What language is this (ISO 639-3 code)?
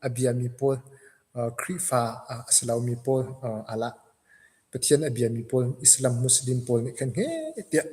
cnh